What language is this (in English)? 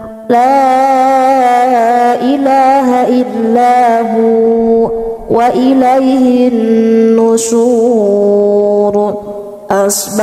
Arabic